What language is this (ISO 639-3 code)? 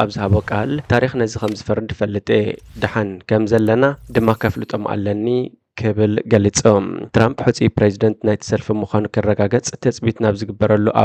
tir